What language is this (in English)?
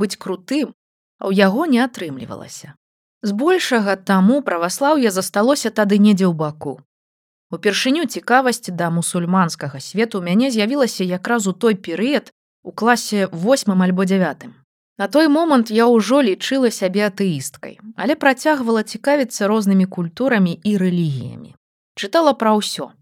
Belarusian